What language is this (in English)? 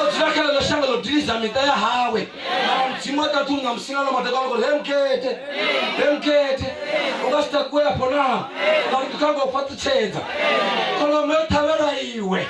Venda